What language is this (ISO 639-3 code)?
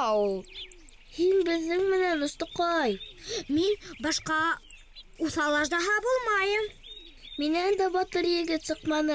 bak